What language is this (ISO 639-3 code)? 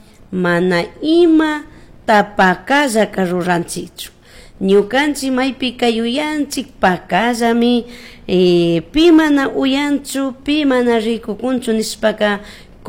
qug